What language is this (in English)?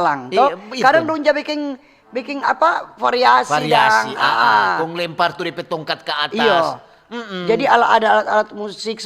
Manado Malay